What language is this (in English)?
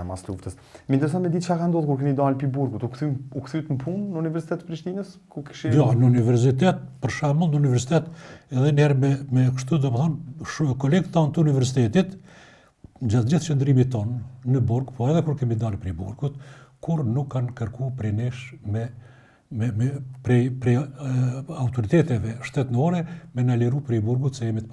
Albanian